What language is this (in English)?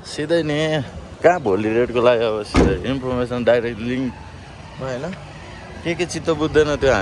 Nepali